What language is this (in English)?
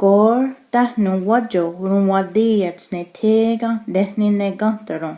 Mohawk